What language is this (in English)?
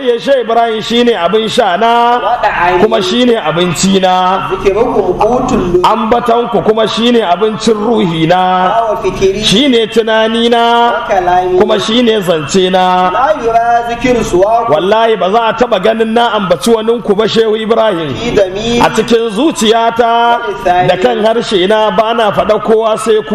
Hausa